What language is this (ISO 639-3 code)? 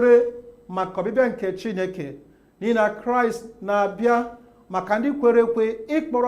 ibo